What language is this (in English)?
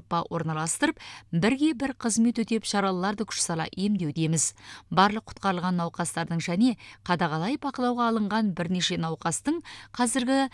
Kazakh